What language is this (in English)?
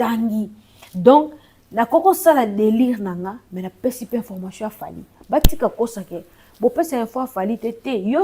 Lingala